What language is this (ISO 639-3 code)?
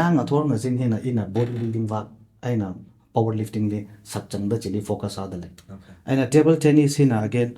nmf